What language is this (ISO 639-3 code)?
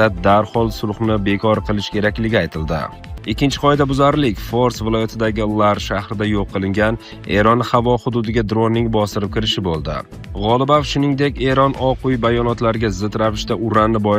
uzb